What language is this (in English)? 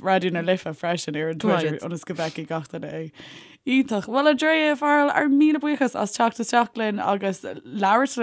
Irish